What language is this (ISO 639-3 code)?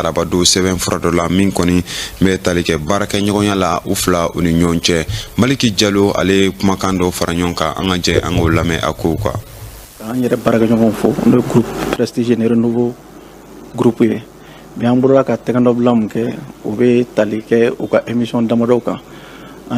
bam